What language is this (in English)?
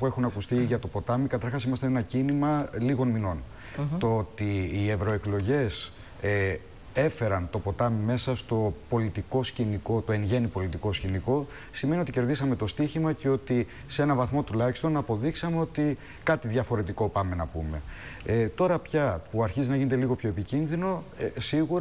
Greek